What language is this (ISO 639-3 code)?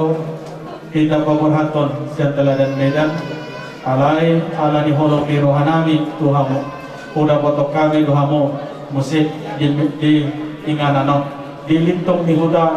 bbc